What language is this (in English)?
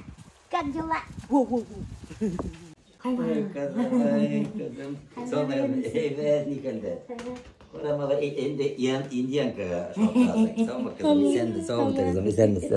Bashkir